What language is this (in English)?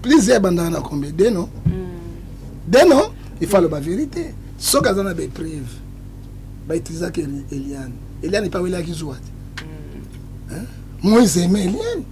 Lingala